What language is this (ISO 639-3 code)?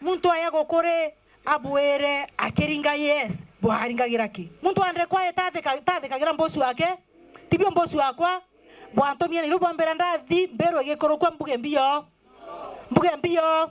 mer